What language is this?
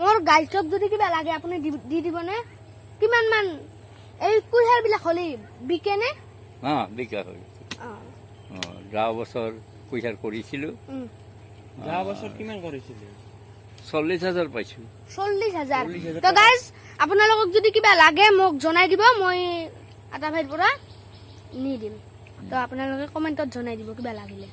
Assamese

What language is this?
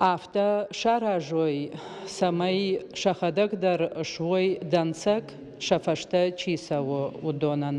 Ossetic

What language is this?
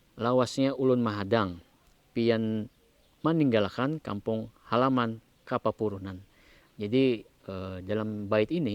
Banjar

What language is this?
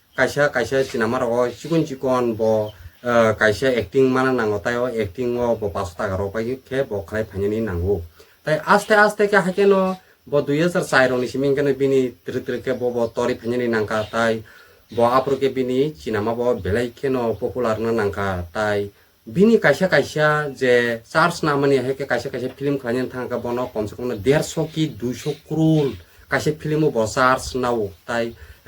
Kok Borok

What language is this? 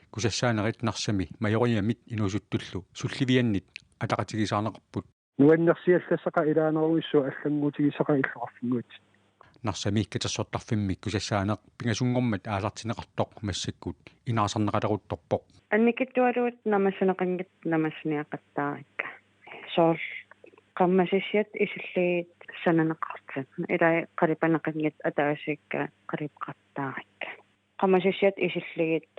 Kalaallisut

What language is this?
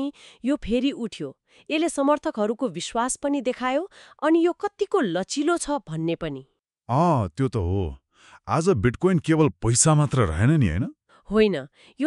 Nepali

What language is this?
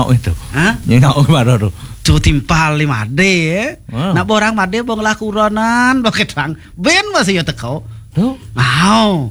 Balinese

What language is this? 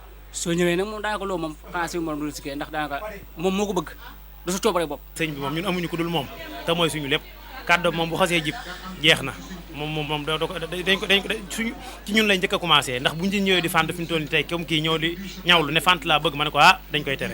Wolof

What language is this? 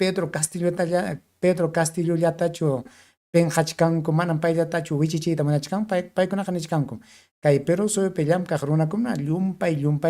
Ayacucho Quechua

